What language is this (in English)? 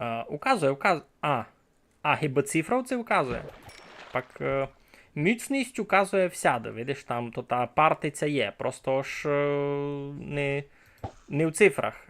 Rusyn